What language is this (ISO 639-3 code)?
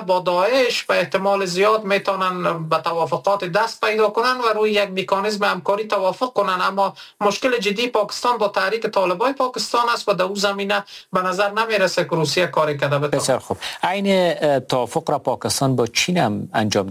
fas